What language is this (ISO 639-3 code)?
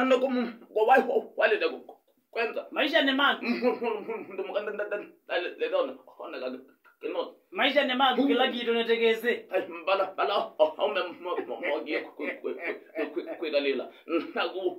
kam